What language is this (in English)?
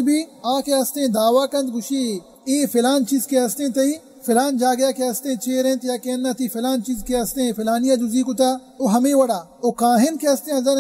Baluchi